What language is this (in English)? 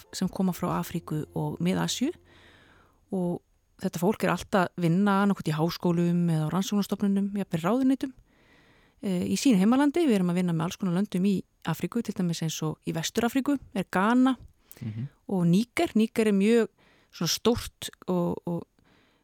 Icelandic